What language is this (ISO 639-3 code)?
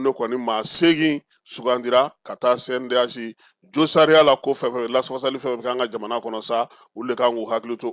bam